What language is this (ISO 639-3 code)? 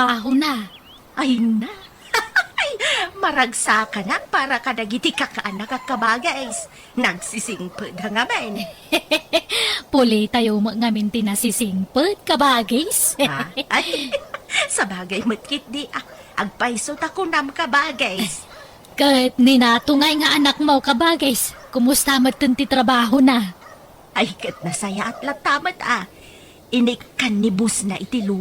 ilo